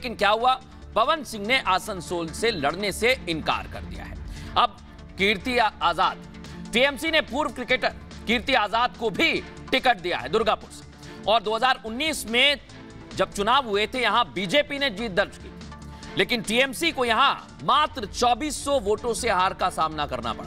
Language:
Hindi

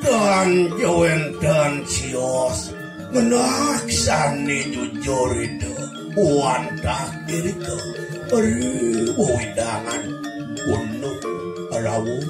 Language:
Balinese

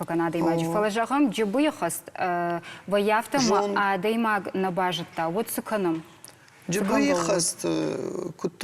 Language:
Ossetic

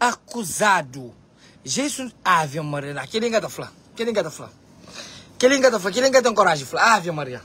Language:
Kabuverdianu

